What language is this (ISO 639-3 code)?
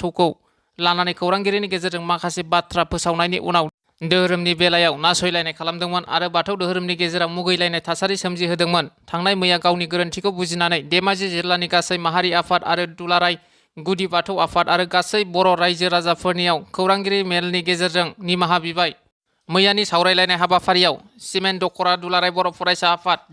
brx